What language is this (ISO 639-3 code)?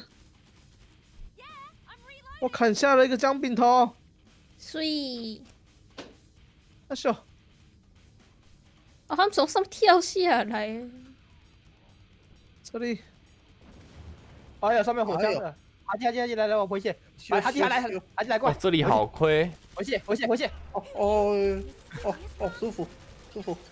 zho